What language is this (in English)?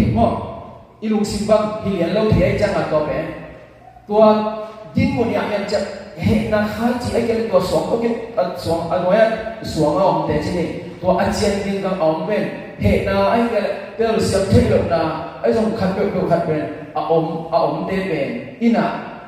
Tedim Chin